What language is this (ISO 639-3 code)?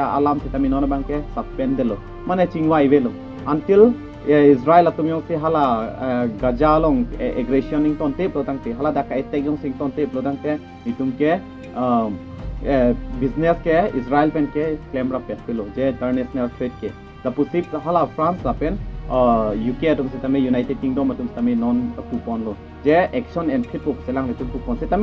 mjw